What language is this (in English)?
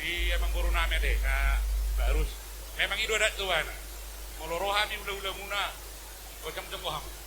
Batak Toba